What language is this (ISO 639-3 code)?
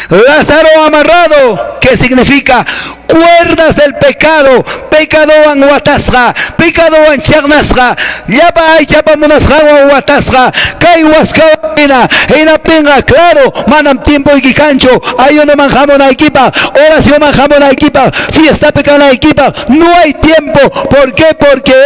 que